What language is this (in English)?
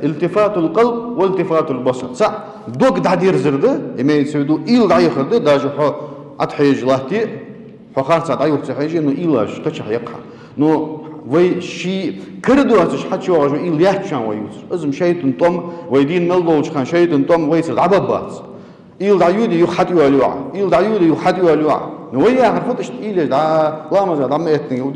Ingush